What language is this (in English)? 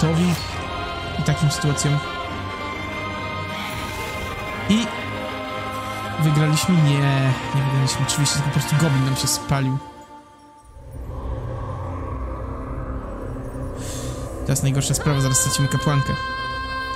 Polish